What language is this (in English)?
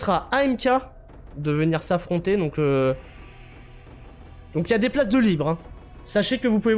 French